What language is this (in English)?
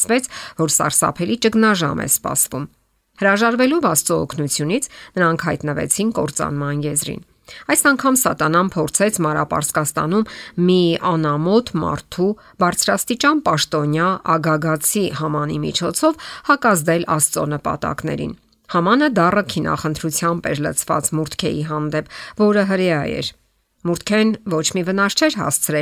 Armenian